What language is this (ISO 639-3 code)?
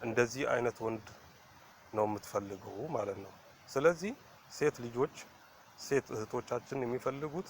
amh